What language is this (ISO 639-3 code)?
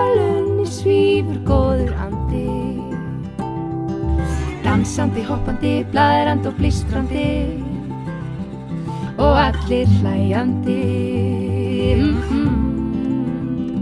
isl